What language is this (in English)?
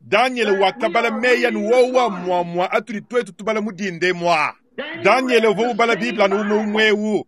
Luba-Lulua